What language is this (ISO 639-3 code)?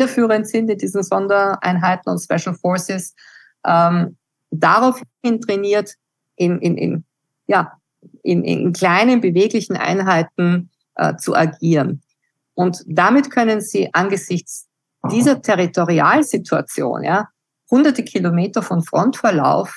deu